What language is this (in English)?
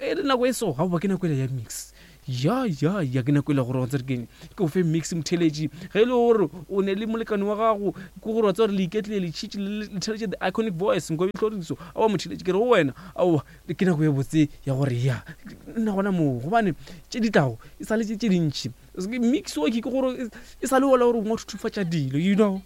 Northern Sotho